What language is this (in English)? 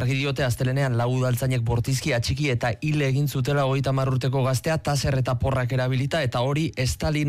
Basque